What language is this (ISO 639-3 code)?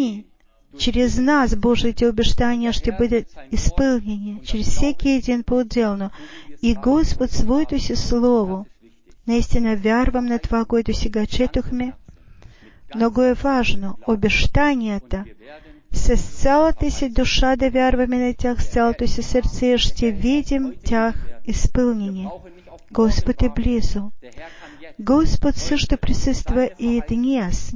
bul